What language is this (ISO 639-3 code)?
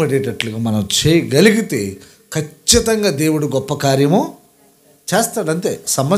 tel